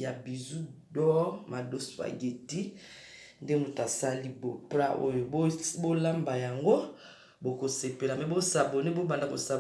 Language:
Lingala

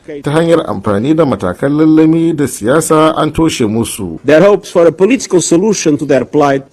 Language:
Hausa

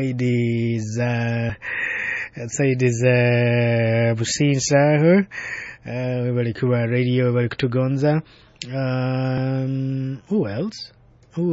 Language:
Nyoro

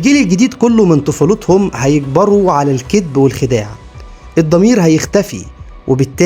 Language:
Egyptian Arabic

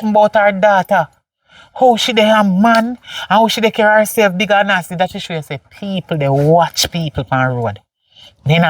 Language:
Jamaican Creole English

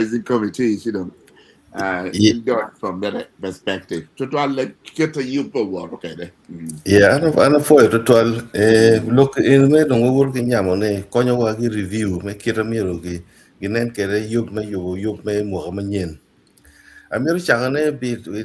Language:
Acoli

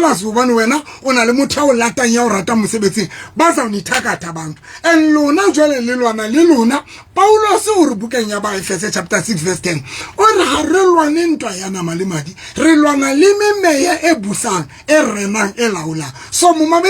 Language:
Southern Sotho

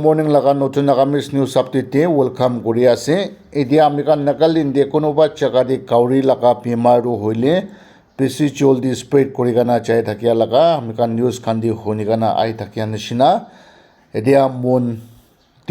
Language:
Naga Pidgin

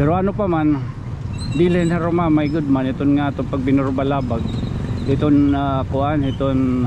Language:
Waray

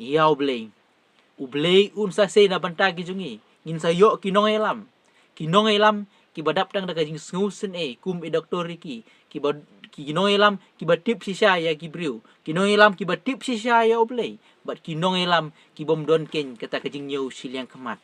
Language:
Khasi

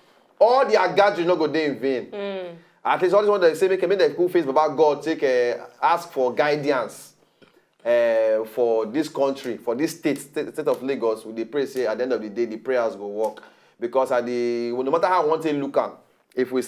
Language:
Nigerian Pidgin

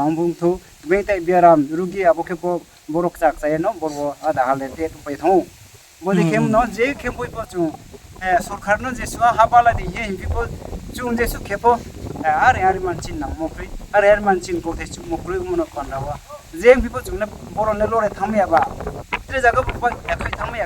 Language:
Riang (India)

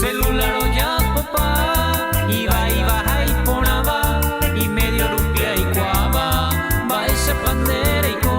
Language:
Guarani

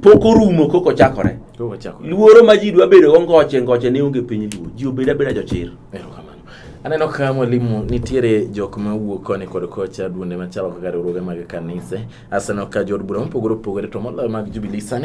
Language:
Luo (Kenya and Tanzania)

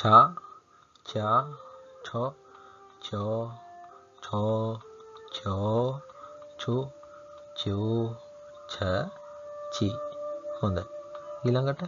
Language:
Sinhala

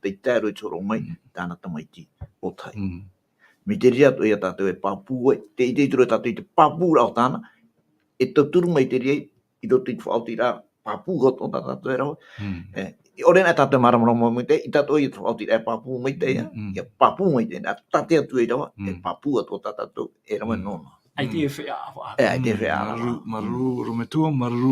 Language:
Tahitian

